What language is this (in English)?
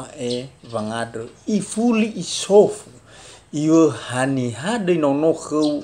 Nias